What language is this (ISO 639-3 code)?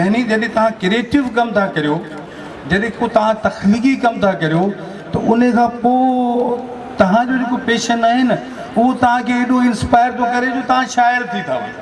snd